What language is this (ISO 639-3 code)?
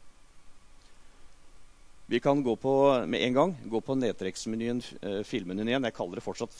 nor